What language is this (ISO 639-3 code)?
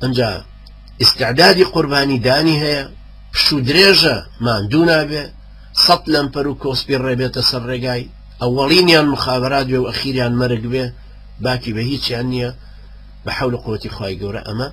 ckb